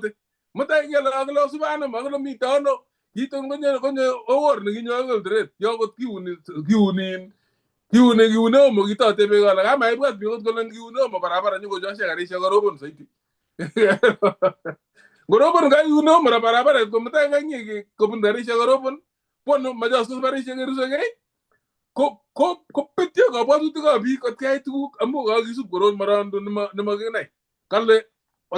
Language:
Kalenjin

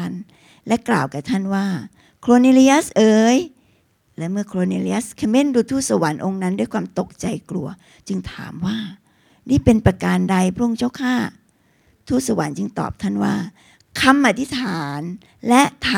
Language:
Thai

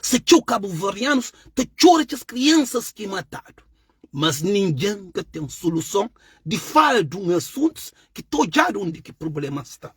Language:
Kabuverdianu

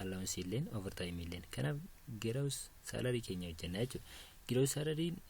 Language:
Oromo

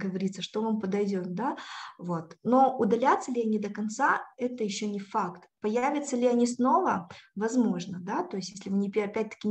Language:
Russian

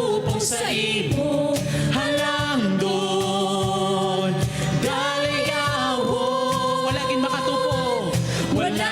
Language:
Hiligaynon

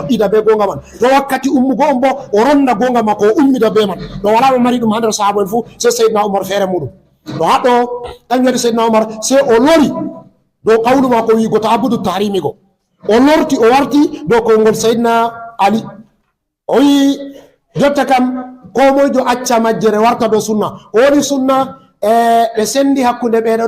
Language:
Fula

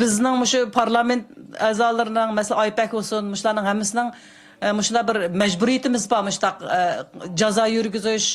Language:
Uyghur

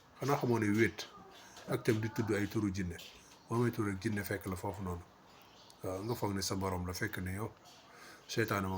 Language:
Wolof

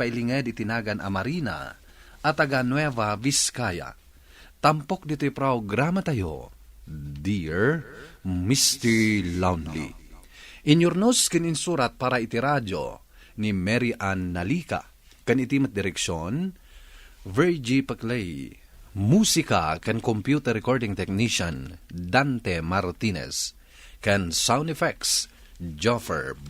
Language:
Iloko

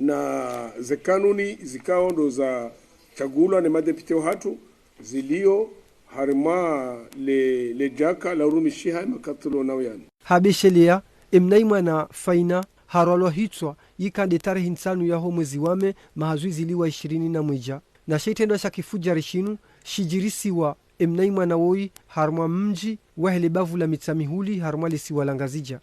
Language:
Ngazidja Comorian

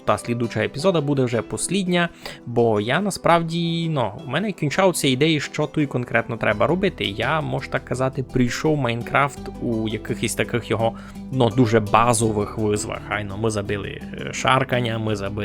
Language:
Rusyn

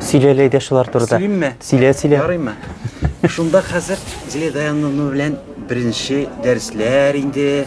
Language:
Tatar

